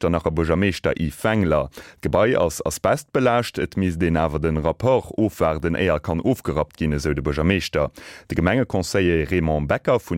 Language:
Luxembourgish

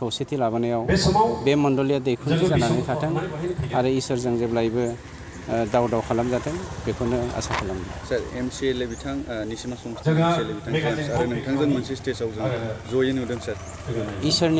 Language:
Bodo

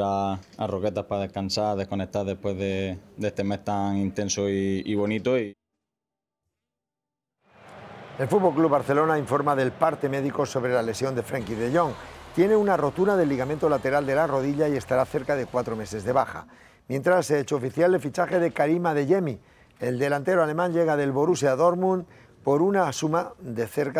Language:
Spanish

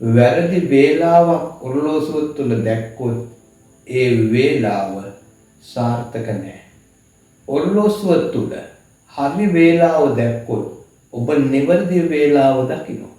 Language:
Sinhala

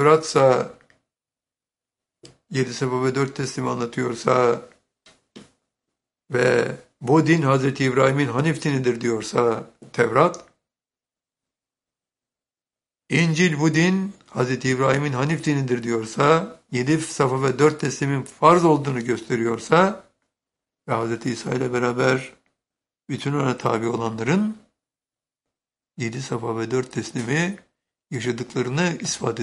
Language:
Turkish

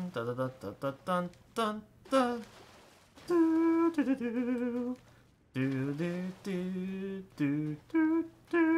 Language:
English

